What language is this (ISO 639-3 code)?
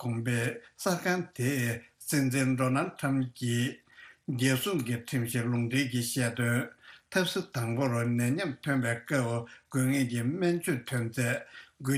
bod